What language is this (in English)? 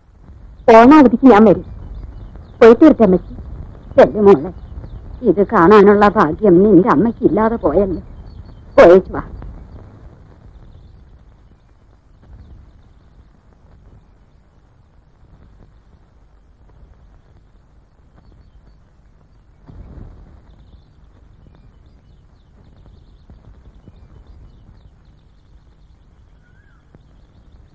Malayalam